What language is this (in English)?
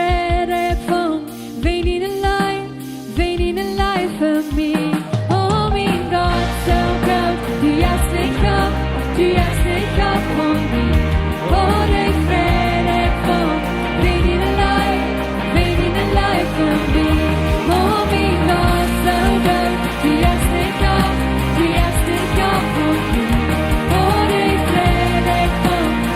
Plautdietsch